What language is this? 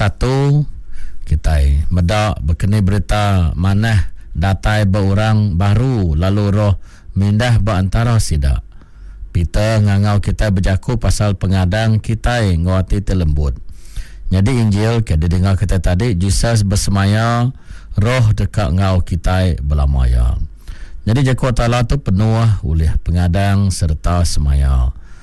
Iban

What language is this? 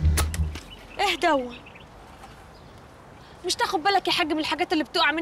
Egyptian Arabic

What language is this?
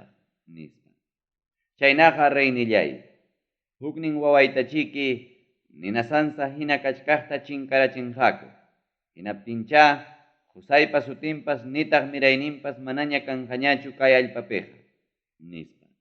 Ayacucho Quechua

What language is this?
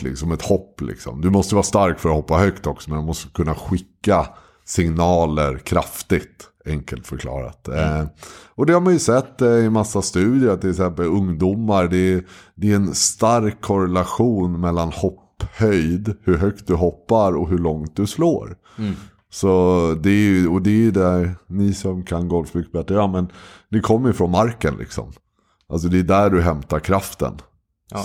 Swedish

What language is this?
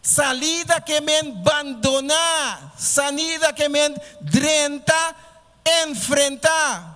Papiamento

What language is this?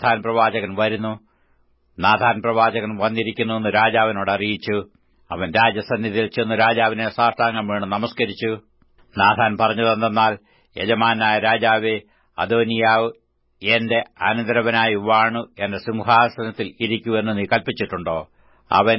Malayalam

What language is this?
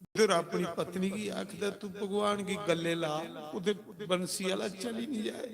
Dogri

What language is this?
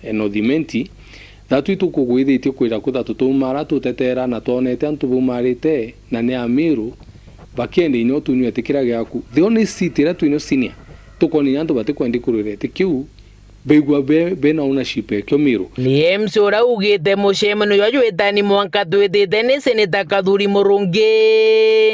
Meru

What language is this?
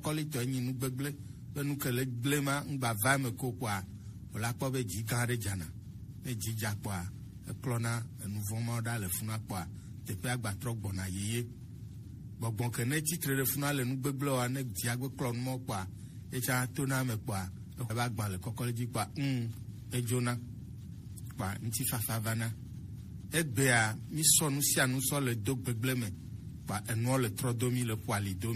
Gen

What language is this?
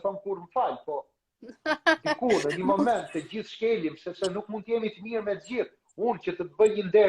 Albanian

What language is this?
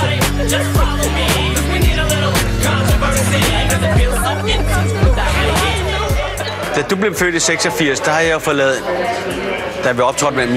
Danish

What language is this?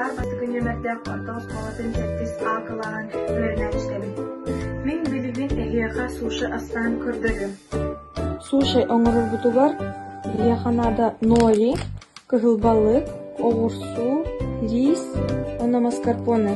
Yakut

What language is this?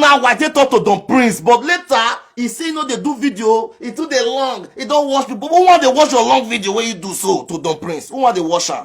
Nigerian Pidgin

